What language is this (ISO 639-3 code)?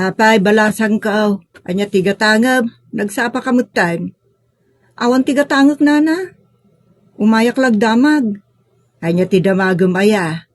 ilo